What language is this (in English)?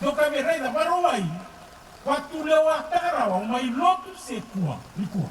Fijian